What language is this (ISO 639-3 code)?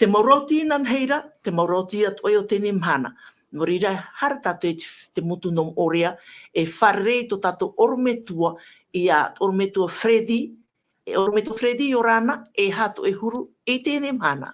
tah